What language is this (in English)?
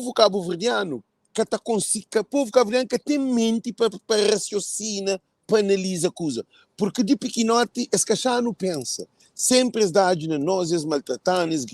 Kabuverdianu